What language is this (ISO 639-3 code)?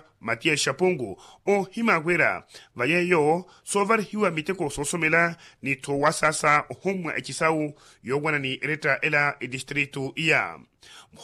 vmw